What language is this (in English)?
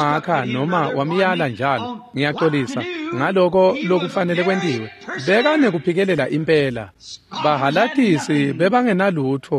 Swati